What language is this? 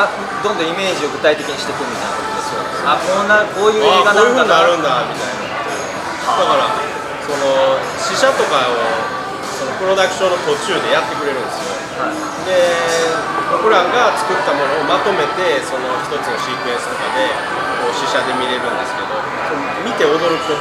Japanese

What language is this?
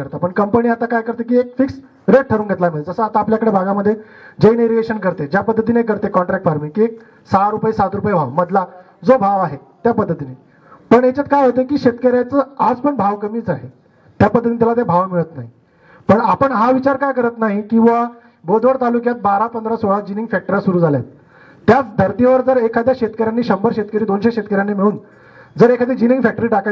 Marathi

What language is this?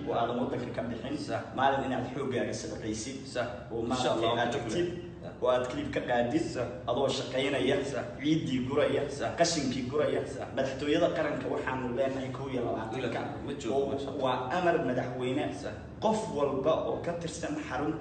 Somali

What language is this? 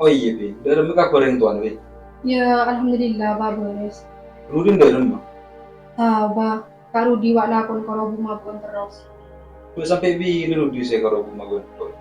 Madurese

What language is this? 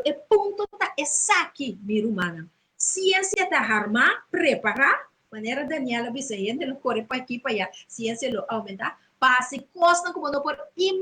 Papiamento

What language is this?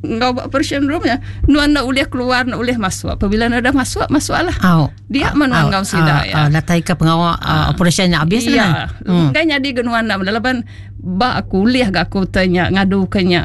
Iban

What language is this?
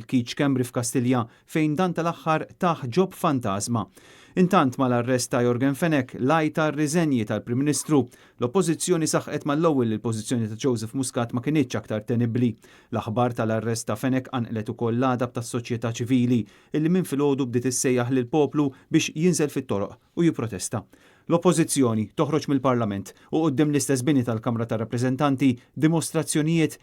Maltese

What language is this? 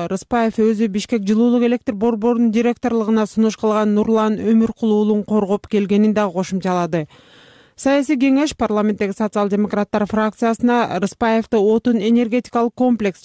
Kyrgyz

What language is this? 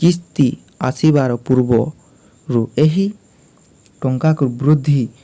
Odia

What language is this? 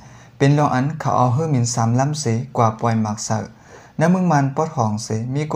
Shan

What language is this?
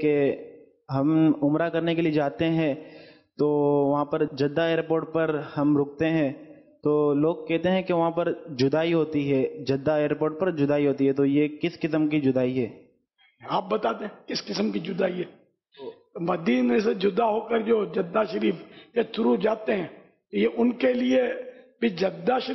Urdu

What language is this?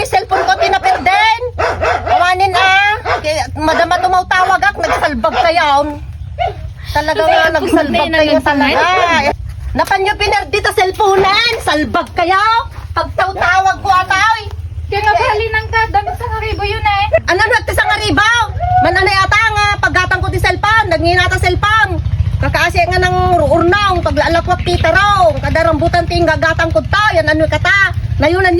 Iloko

